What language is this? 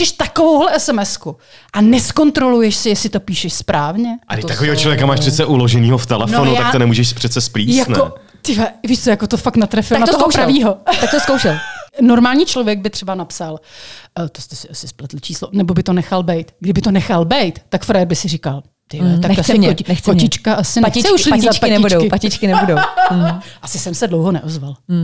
Czech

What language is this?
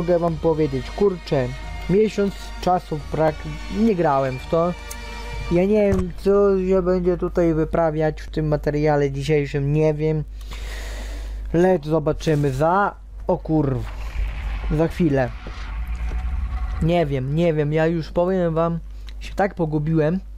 Polish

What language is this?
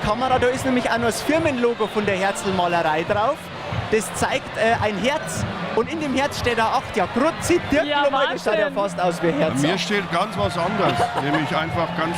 Bavarian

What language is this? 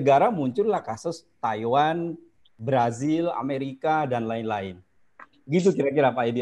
Indonesian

